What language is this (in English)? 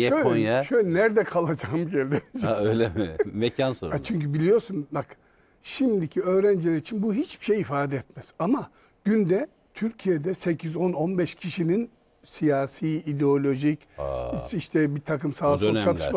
Turkish